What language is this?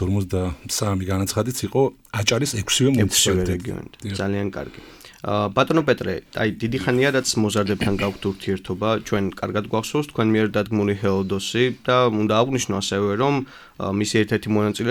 Georgian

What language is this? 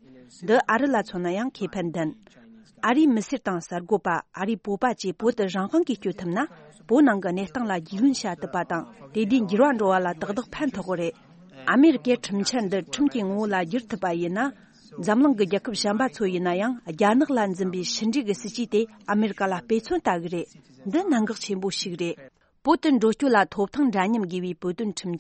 Tibetan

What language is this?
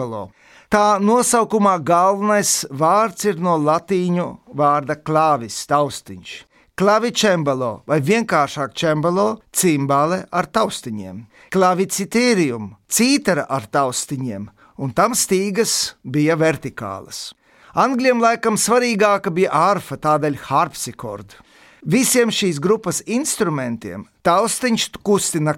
Latvian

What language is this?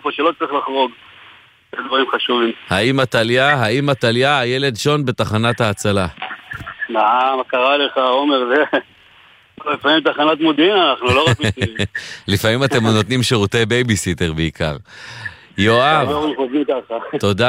Hebrew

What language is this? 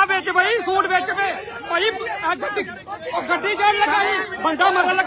Punjabi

